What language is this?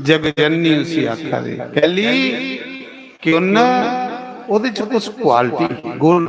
Dogri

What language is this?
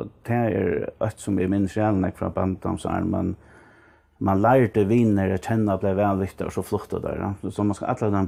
Faroese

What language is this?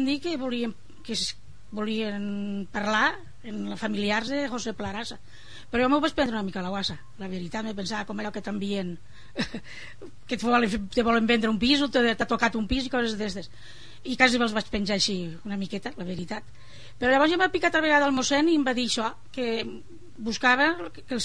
Catalan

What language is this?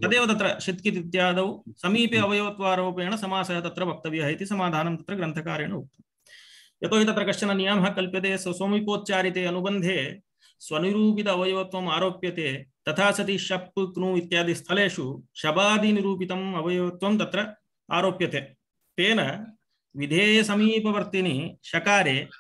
Sanskrit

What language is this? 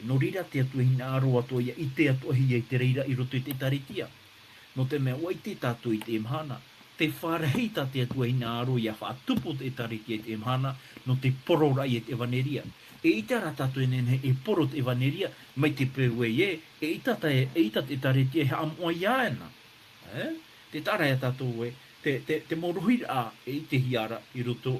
Tahitian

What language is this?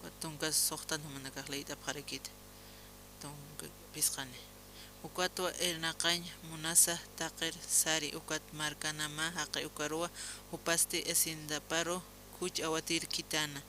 Aymara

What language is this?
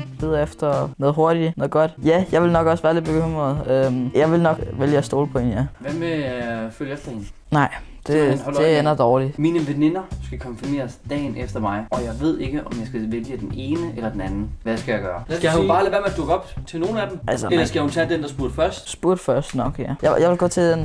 Danish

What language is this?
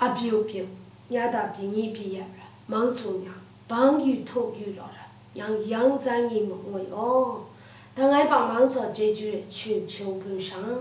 Lashi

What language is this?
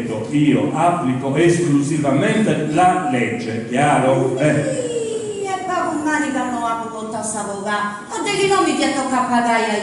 Sardinian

